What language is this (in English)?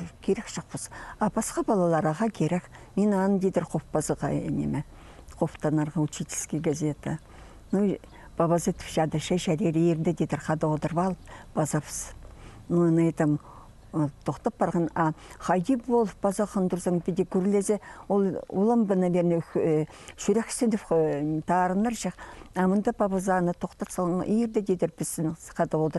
Khakas